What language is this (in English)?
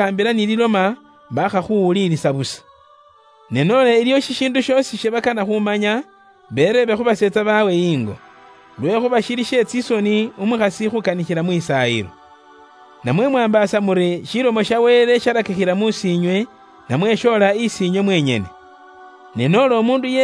Luyia